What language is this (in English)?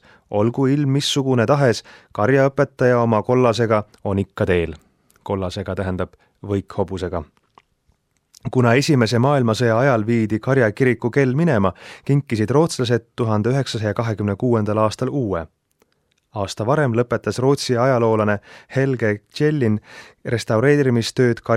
Estonian